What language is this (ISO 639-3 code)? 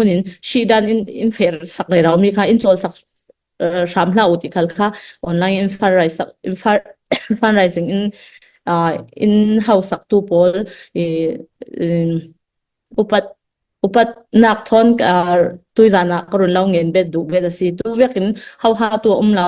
cfm